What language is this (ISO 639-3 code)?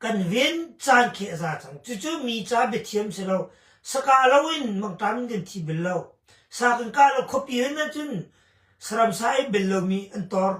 cnh